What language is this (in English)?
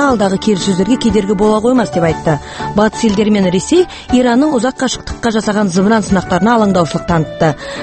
Kazakh